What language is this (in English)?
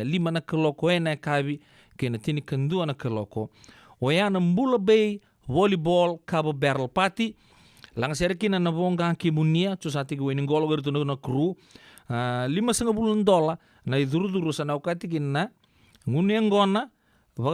Fijian